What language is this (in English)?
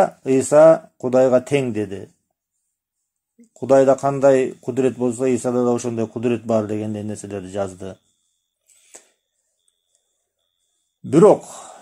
Kyrgyz